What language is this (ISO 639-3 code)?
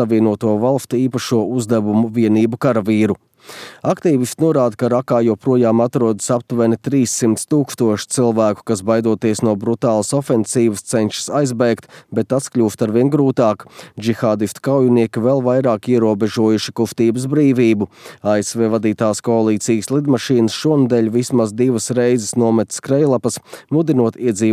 lav